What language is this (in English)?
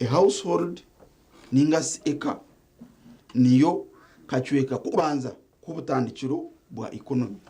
Nyankole